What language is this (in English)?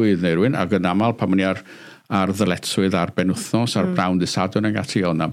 Welsh